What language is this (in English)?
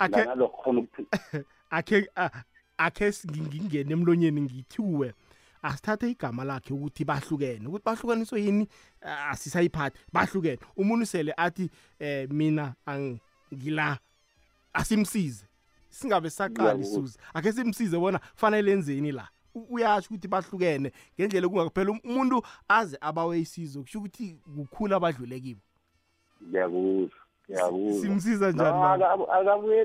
South Ndebele